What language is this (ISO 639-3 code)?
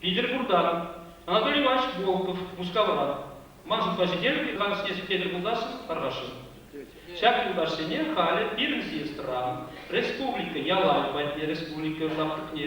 chv